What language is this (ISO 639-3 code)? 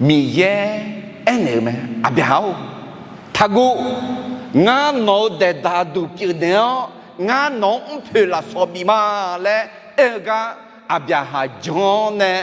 ahk